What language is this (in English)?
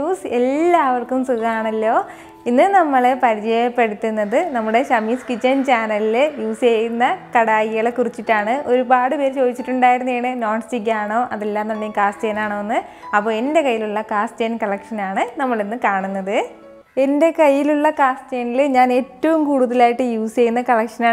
Malayalam